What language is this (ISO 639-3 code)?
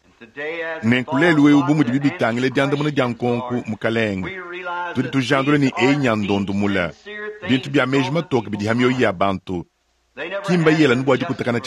lua